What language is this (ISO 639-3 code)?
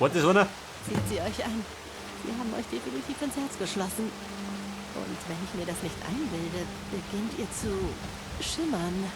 bar